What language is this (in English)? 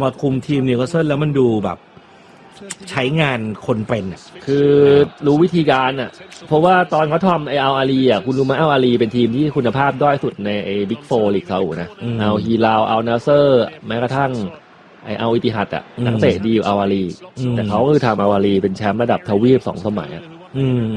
Thai